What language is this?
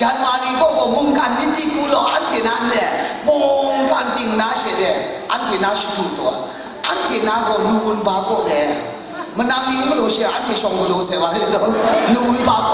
Kachin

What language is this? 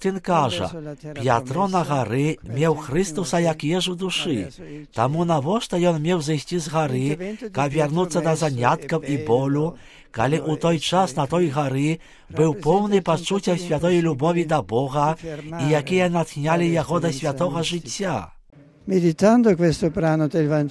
Belarusian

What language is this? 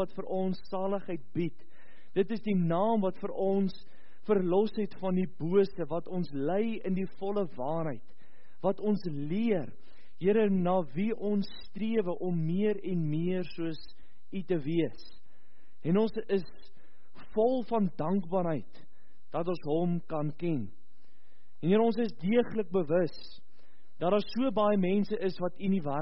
Afrikaans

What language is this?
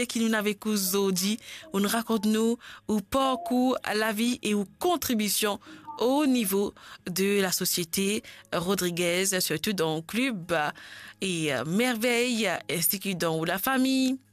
Morisyen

